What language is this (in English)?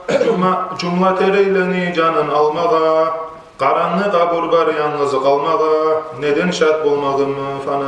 Kumyk